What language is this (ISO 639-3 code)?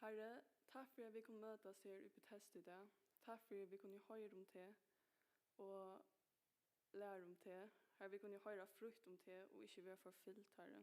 fao